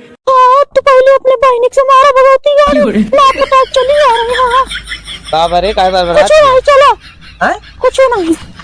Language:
Awadhi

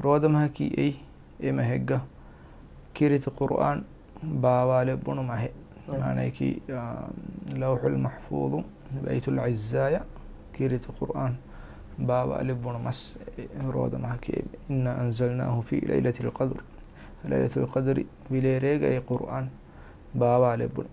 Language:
Divehi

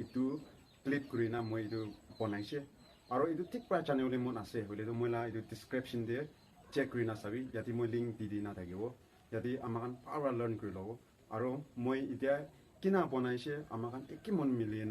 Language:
Naga Pidgin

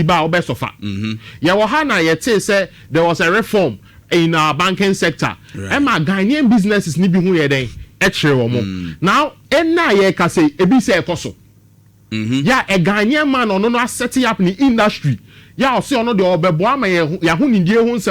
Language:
Akan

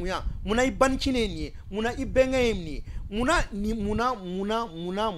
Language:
Bambara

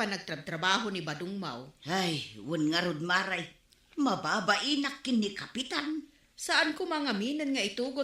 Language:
Iloko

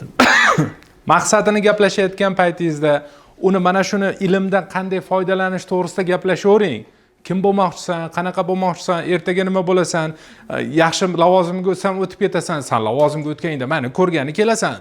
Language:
Uzbek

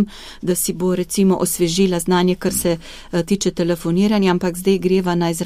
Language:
Slovenian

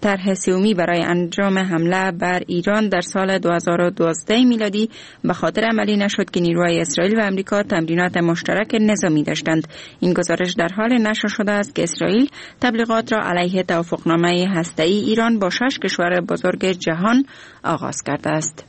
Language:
Persian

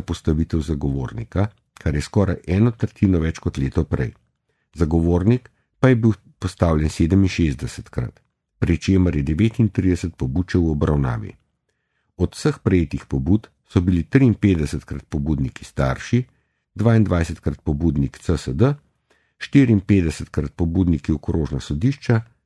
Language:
Slovenian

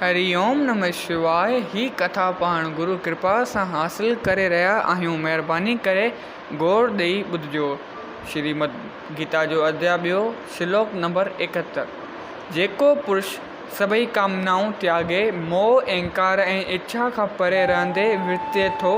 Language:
Sindhi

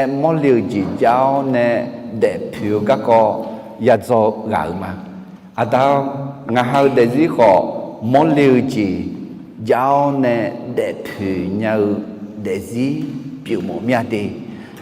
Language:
Akha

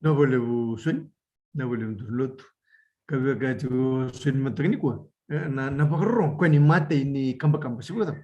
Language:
Fijian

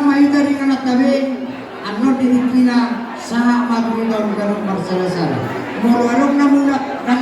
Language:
Batak Toba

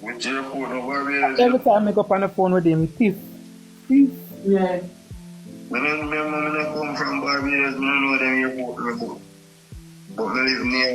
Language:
Jamaican Creole English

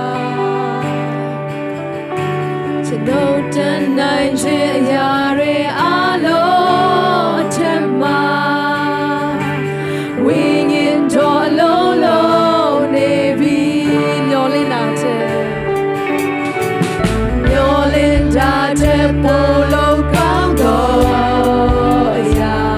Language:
Burmese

